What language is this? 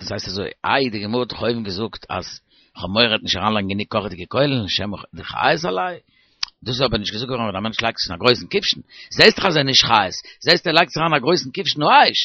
Yiddish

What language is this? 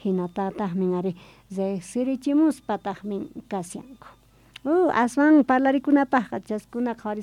South Bolivian Quechua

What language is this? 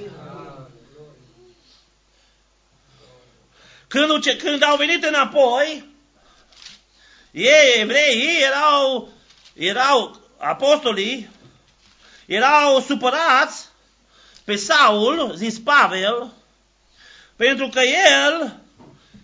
Romanian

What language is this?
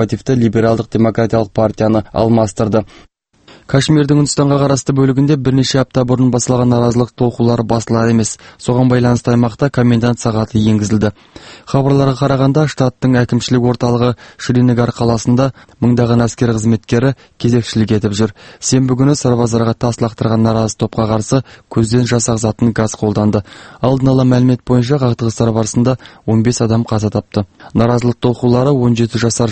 Kyrgyz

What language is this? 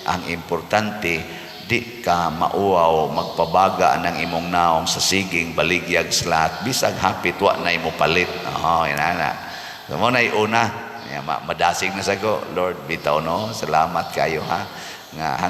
Cebuano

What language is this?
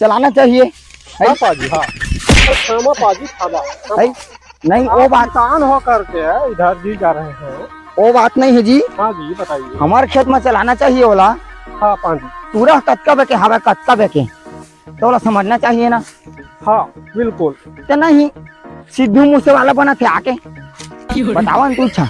Chhattisgarhi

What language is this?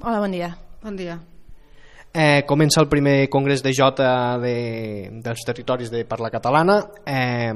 Catalan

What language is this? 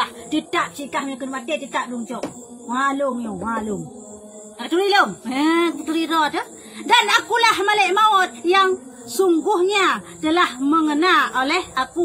Achinese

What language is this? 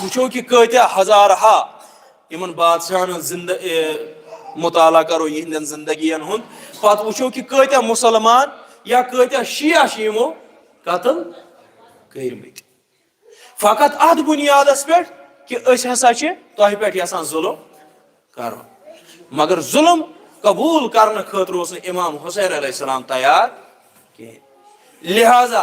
Kashmiri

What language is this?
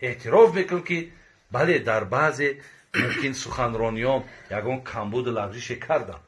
Tajik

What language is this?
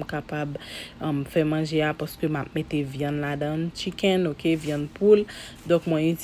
Haitian Creole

